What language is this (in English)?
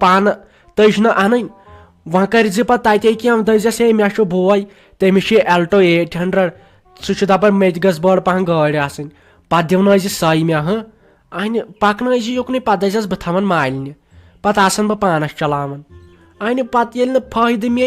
Kashmiri